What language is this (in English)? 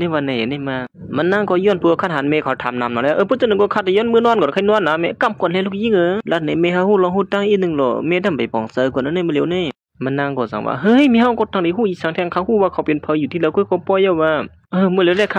Shan